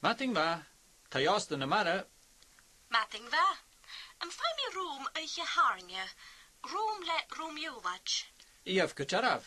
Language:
Scottish Gaelic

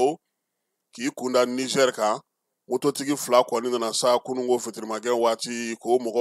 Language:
Bambara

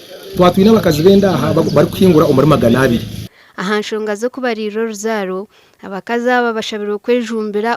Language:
Nyankole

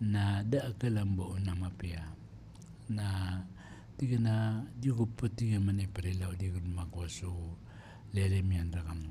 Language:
Maranao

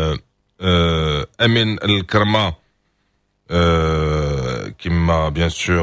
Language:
Moroccan Arabic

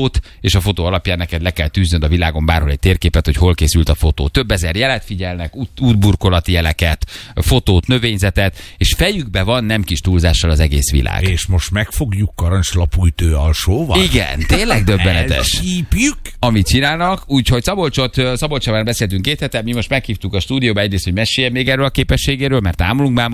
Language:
Hungarian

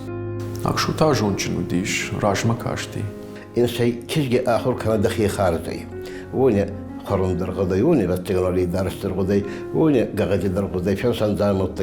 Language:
Ossetic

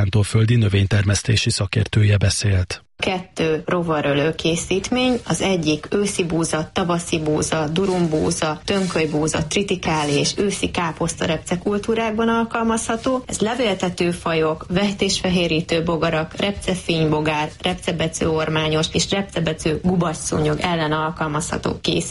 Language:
Hungarian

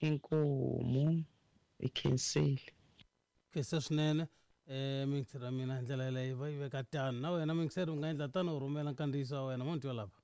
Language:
Tsonga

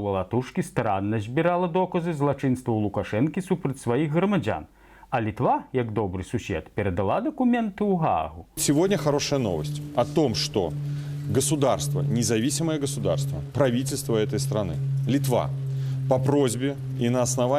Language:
Belarusian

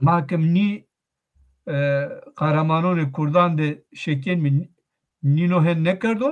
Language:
Zaza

